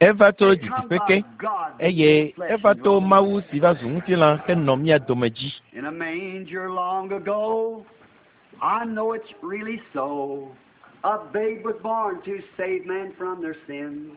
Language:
Ewe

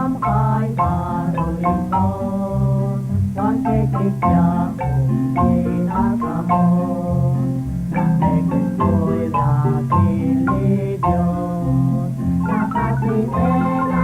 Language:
Kekchí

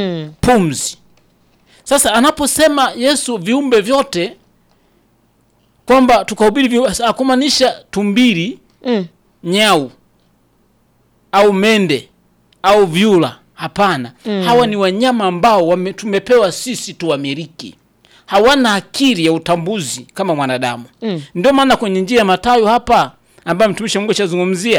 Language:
Swahili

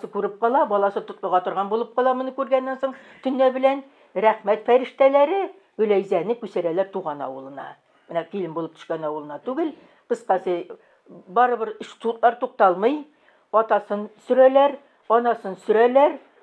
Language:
Tatar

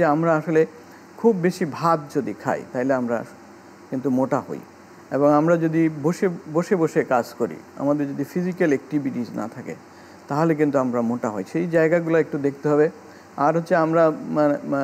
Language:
Bangla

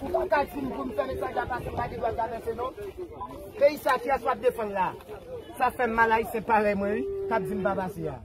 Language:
Haitian Creole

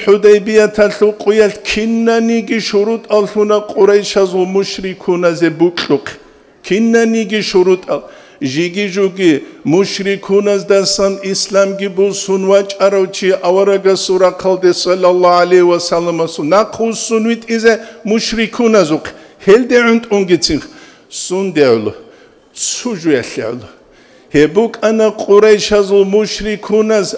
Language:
Avaric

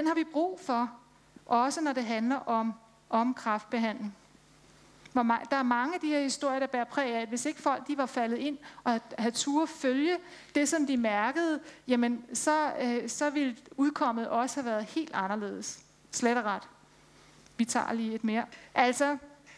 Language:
Danish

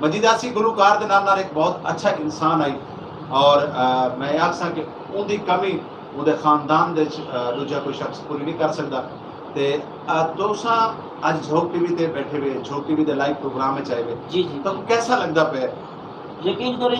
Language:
Saraiki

